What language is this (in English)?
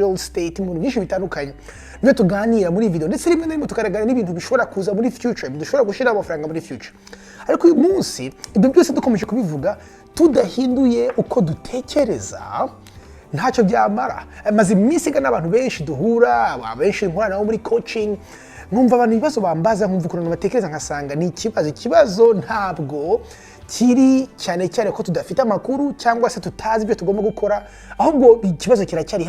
Kinyarwanda